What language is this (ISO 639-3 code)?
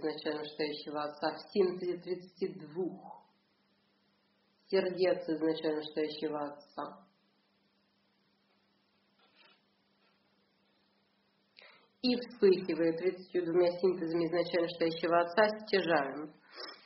rus